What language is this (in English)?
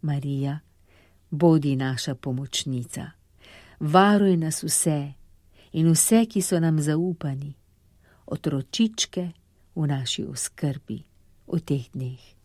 Slovenian